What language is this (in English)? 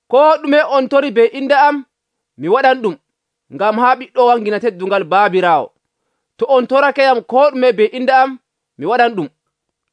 Nigerian Fulfulde